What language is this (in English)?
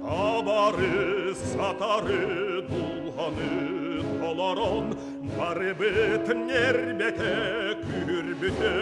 Yakut